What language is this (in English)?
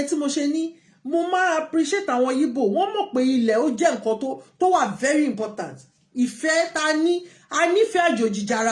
Yoruba